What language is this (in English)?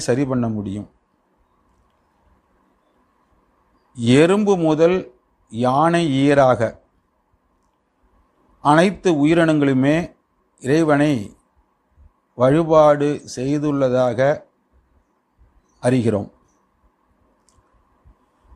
Tamil